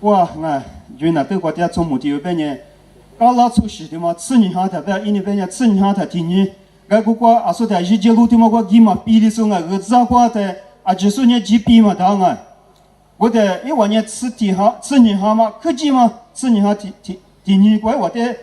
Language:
Lisu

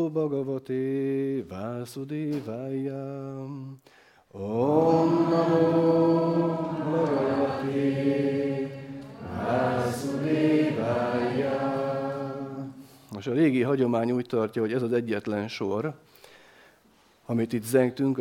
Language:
Hungarian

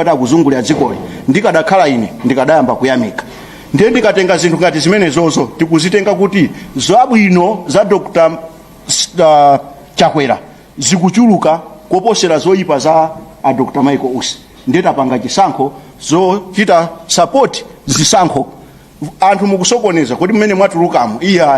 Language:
Nyanja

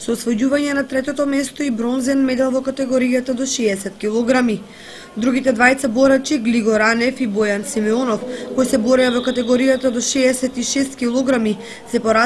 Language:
Macedonian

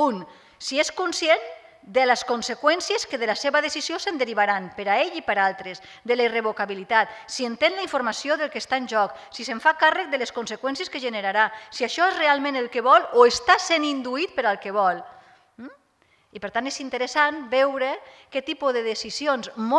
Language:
Catalan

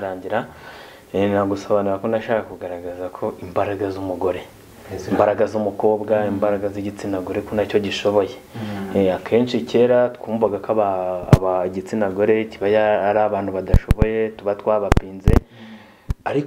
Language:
Kinyarwanda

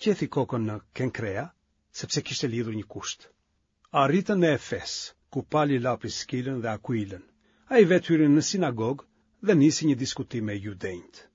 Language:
Albanian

